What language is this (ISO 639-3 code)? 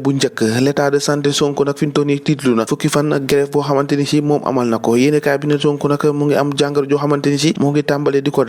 wol